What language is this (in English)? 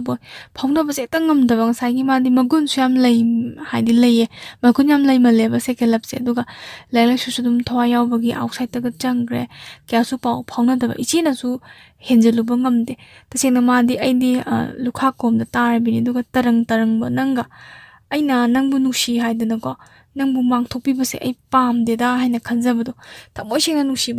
Manipuri